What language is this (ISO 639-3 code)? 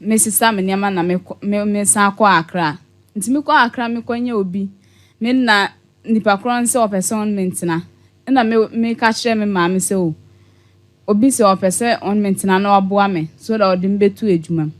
aka